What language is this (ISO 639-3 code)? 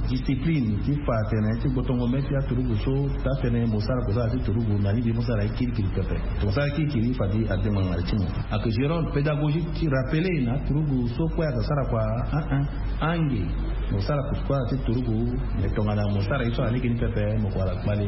sag